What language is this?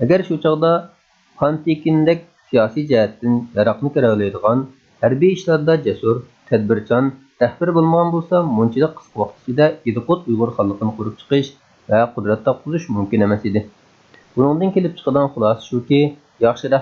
Uyghur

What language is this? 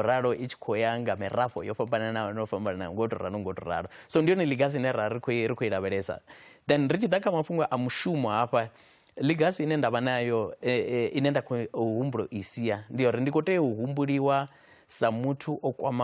Venda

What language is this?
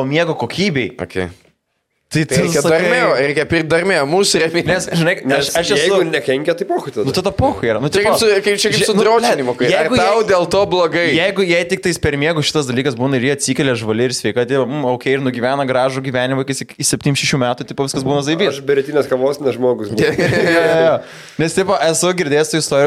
Lithuanian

